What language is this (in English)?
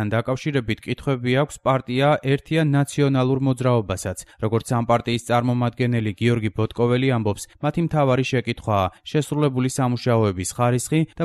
Georgian